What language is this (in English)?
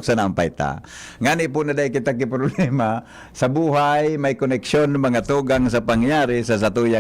Bikol